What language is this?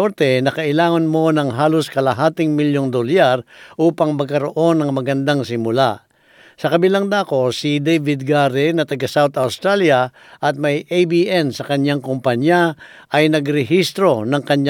Filipino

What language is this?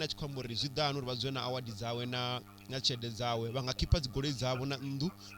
Venda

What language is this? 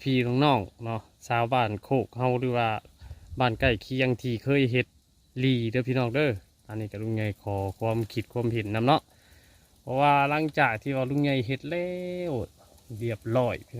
Northeastern Thai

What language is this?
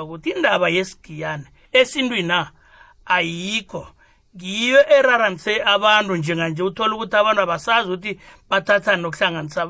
South Ndebele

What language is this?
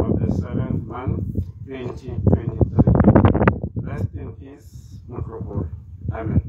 Tswana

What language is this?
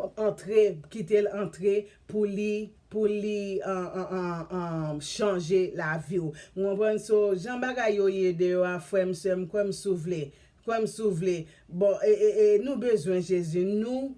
Haitian Creole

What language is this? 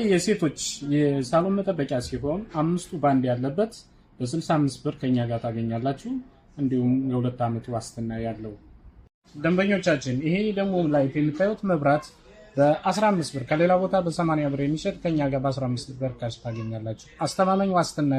Amharic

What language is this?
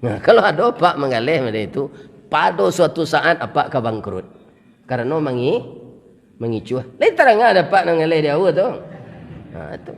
Minangkabau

